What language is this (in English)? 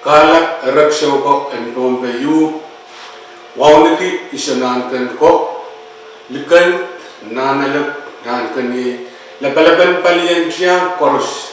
Pohnpeian